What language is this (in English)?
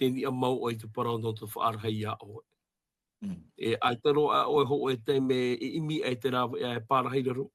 Tahitian